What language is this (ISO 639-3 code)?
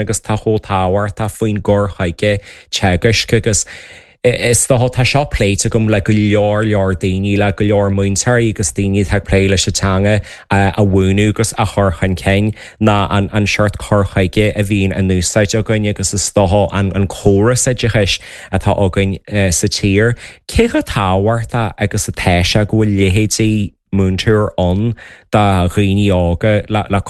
gle